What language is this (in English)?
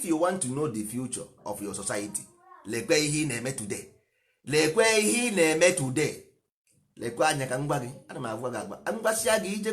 Igbo